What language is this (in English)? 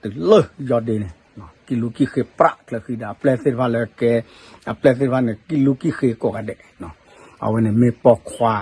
S'gaw Karen